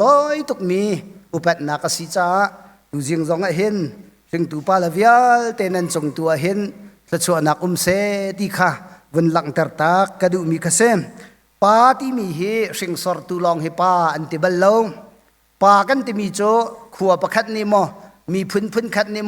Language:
Hakha Chin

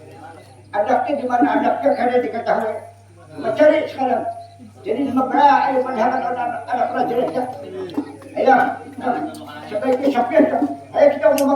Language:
Banjar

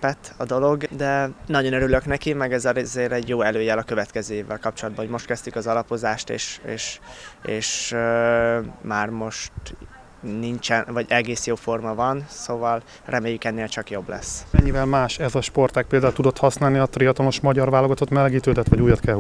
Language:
Hungarian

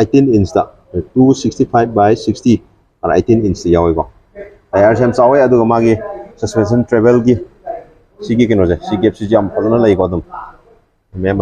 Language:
Manipuri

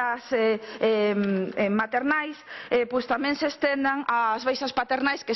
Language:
Galician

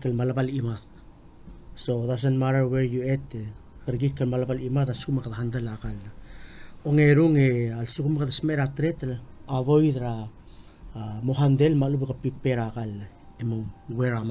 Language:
Palauan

